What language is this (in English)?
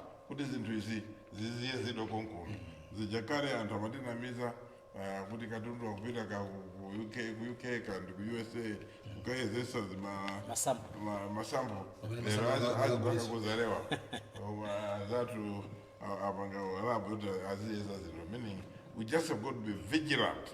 Nyanja